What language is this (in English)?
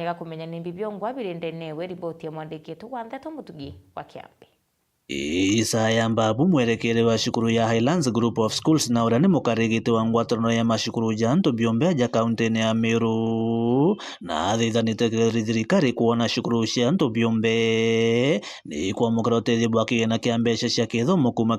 Meru